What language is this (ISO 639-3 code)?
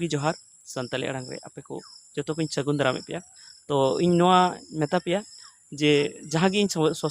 sat